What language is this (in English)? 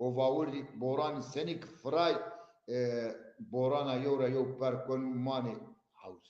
Zaza